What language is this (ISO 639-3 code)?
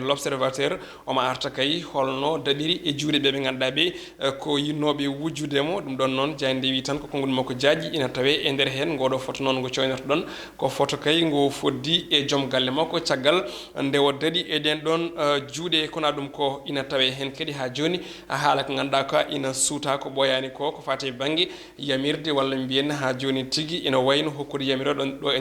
ful